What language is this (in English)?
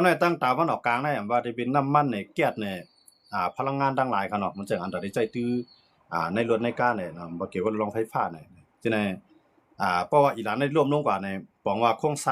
Shan